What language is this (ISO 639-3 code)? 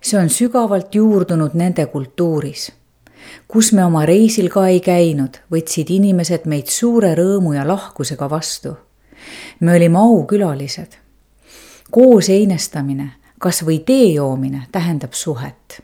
est